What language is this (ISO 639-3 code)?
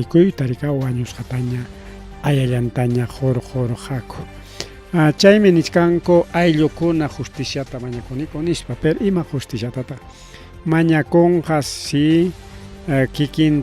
quy